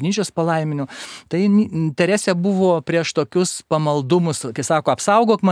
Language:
Lithuanian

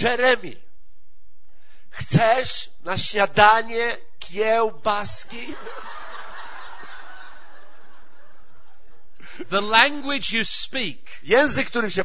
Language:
Polish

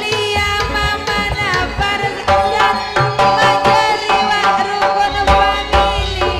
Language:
Madurese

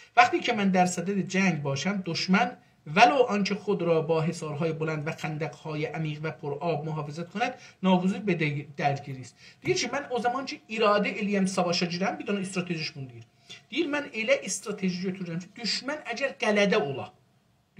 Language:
South Azerbaijani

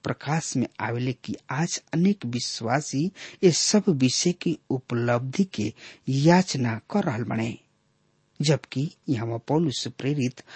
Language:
Bhojpuri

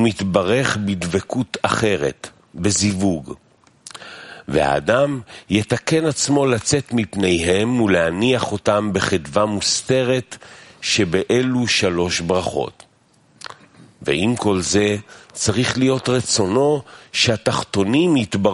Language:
Hebrew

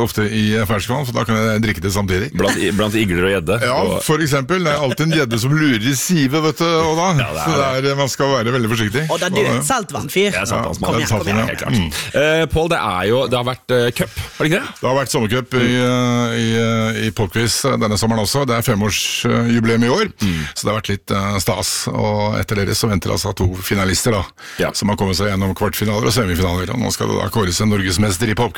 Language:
Norwegian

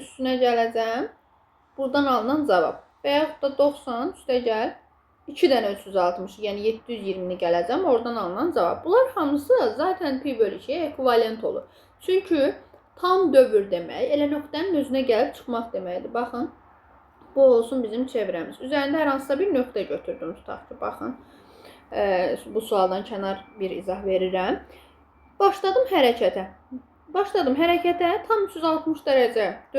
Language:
Azerbaijani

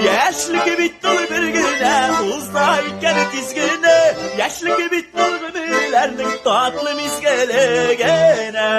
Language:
Tatar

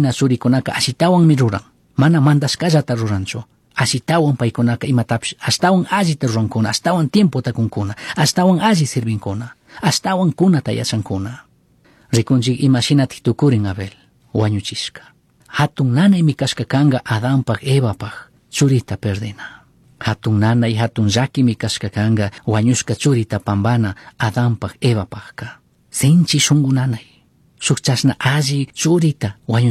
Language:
Chimborazo Highland Quichua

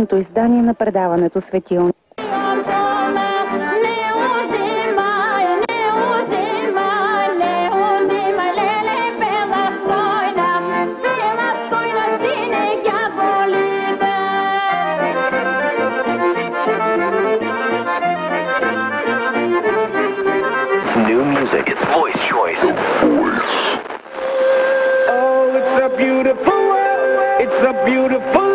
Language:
Bulgarian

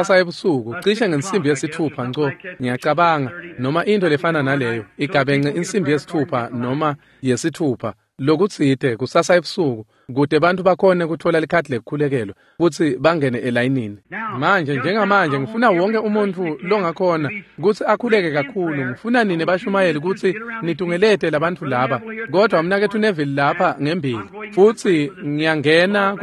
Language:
Swati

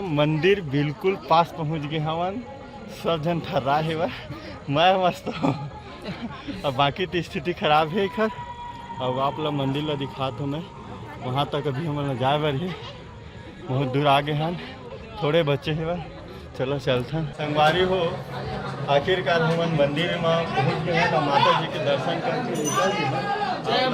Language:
Chhattisgarhi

